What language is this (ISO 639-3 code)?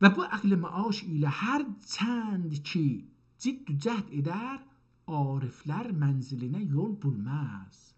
azb